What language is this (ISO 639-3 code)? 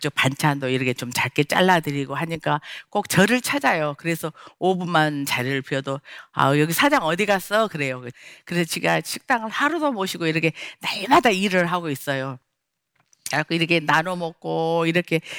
kor